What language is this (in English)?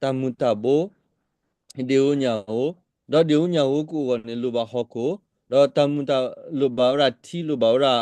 S'gaw Karen